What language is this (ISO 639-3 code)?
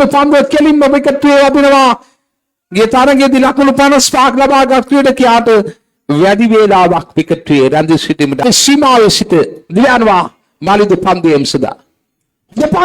sin